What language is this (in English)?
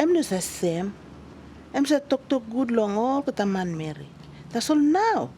Tok Pisin